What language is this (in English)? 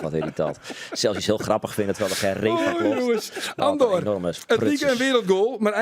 Western Frisian